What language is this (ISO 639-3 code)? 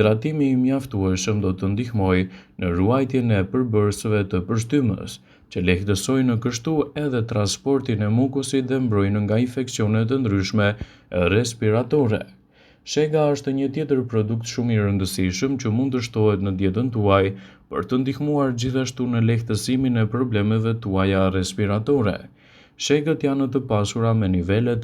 sqi